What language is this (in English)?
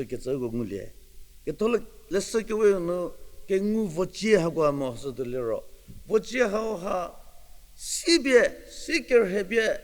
Angami Naga